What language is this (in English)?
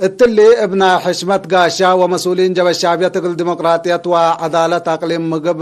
Tigre